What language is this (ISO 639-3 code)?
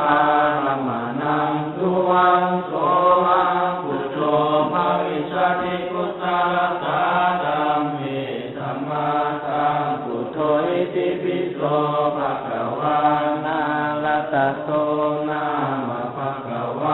pli